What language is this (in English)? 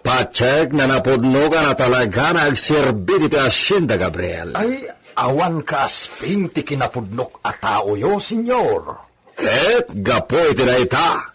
Iloko